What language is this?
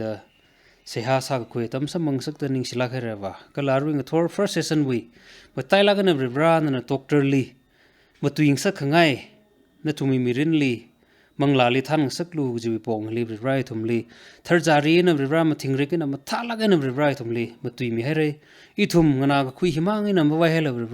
Tangkhul Naga (India)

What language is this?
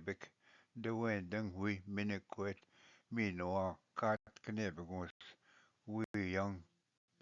Ojibwa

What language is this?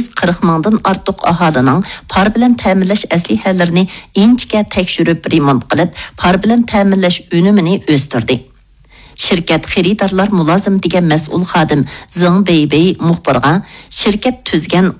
Uyghur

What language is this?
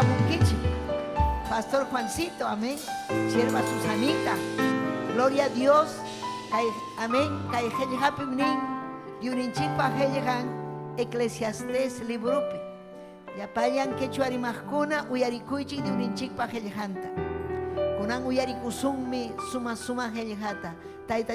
Ayacucho Quechua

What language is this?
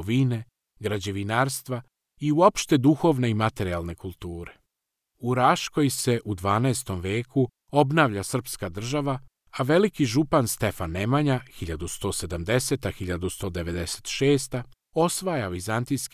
Serbian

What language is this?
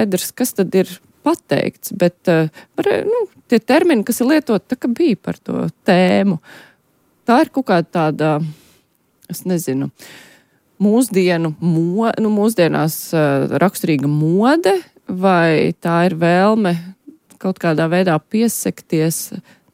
Latvian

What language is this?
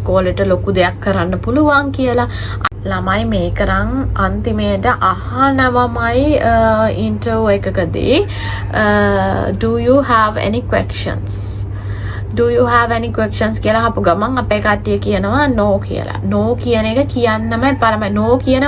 Sinhala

